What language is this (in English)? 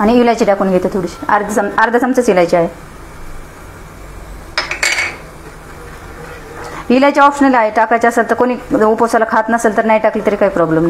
Marathi